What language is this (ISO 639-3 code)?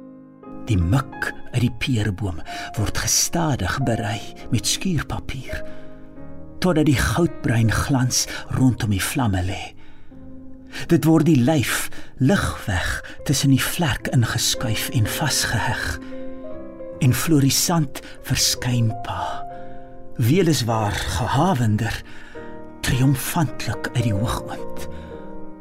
afr